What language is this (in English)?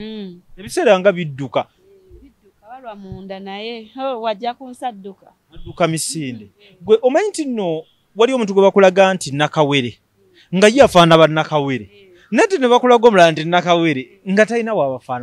Ganda